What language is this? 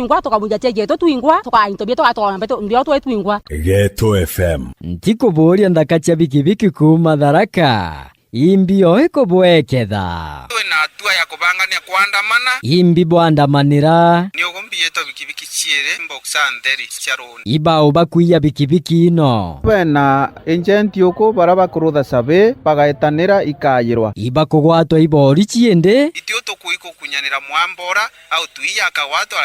Meru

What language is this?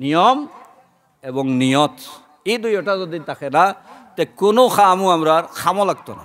Sylheti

